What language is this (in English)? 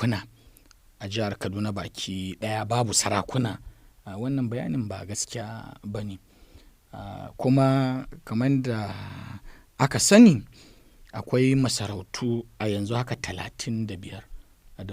Hausa